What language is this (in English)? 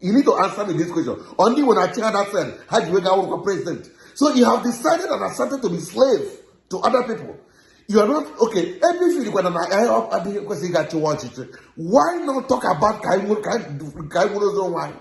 Igbo